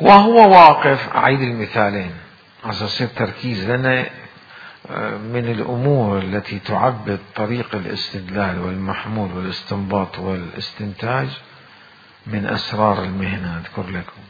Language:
Mesopotamian Arabic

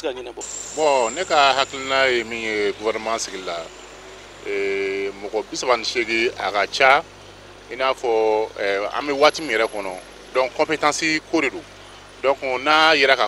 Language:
Bambara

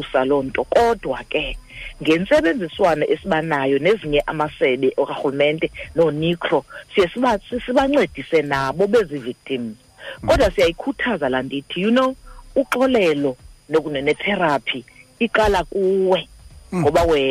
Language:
Xhosa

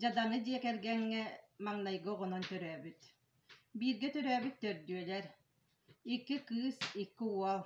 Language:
Yakut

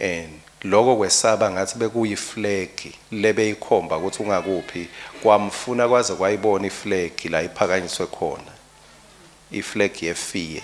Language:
Swati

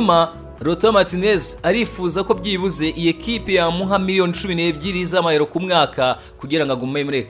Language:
Kinyarwanda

